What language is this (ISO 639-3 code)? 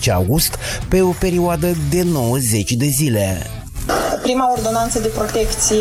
ron